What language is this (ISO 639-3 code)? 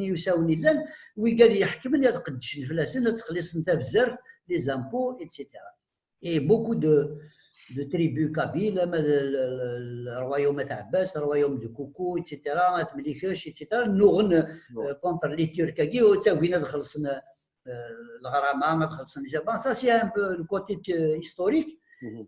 kab